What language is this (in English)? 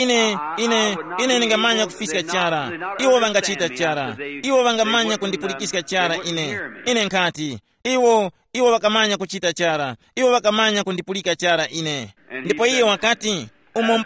Tumbuka